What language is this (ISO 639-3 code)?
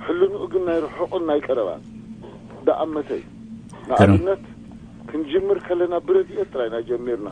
tir